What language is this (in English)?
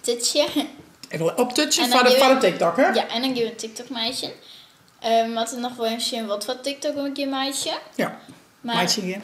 Western Frisian